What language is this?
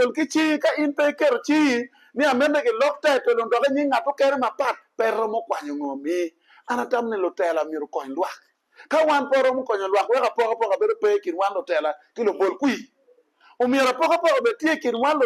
Acoli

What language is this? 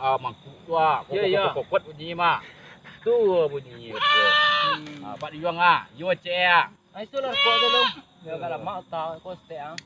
Minangkabau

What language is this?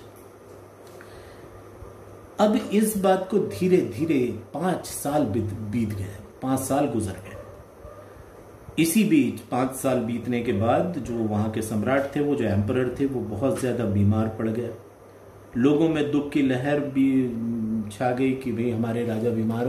Hindi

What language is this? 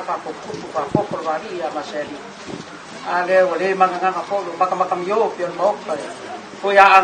Samoan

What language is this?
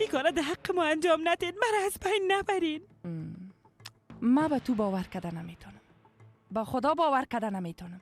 Persian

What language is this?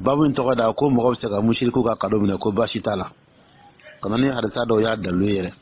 Dyula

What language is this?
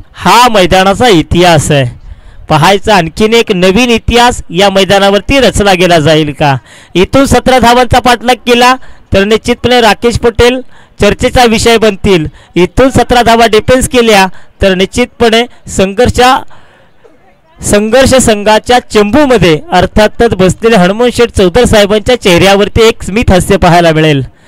Marathi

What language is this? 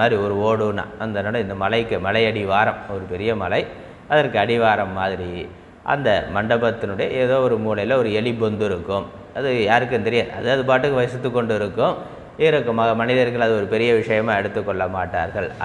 Tamil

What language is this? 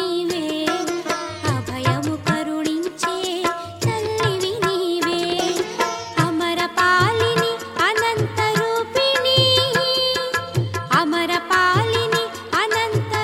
Telugu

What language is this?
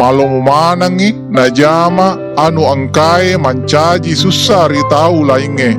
Buginese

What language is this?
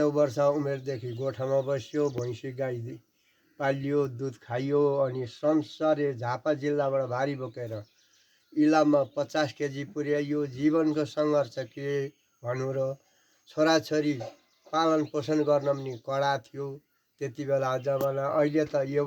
Nepali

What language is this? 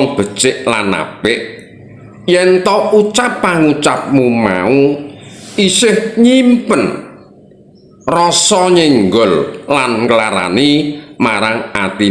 Javanese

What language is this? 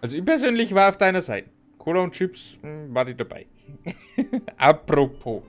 Bavarian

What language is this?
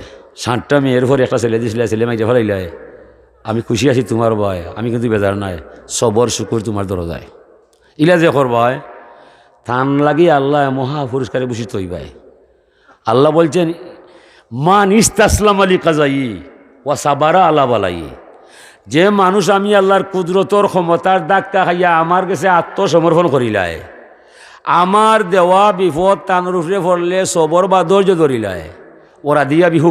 Sylheti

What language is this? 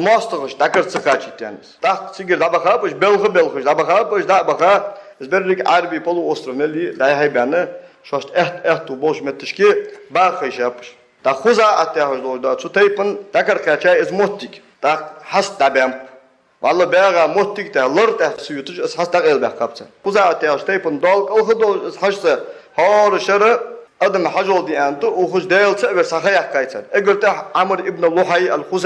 Ingush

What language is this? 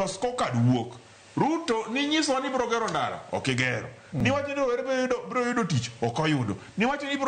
Luo (Kenya and Tanzania)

